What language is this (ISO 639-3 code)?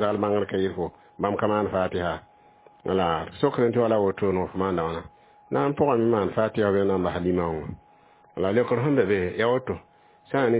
mos